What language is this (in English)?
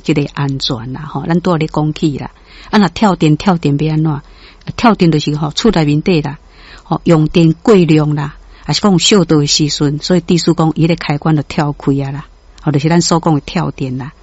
Min Nan Chinese